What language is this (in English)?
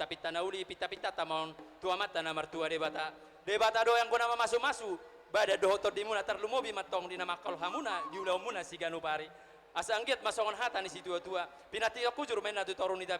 Batak Toba